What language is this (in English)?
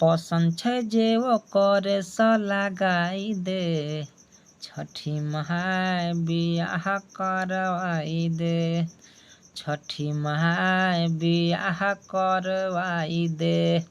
Maithili